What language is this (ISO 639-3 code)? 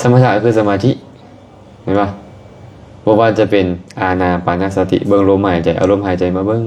lao